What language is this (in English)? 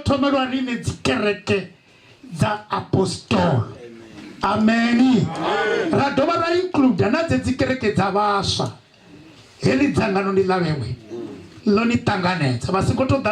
Venda